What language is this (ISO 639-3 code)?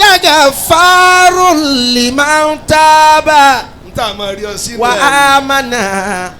yor